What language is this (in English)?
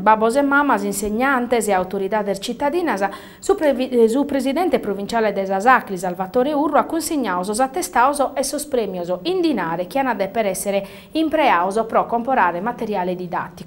Sardinian